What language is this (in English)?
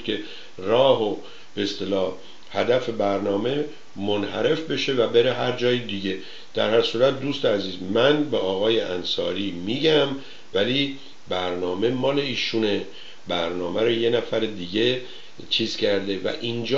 Persian